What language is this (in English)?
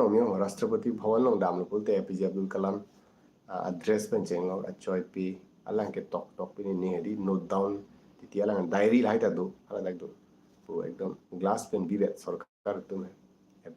Karbi